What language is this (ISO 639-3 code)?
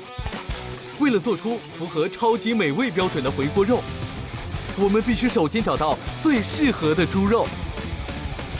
zho